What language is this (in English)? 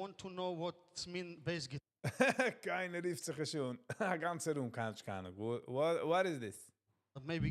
Yiddish